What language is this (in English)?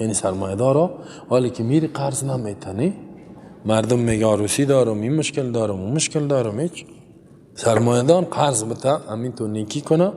Persian